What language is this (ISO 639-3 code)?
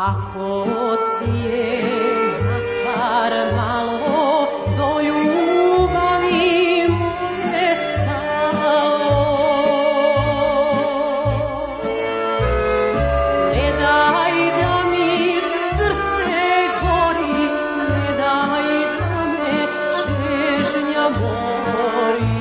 srp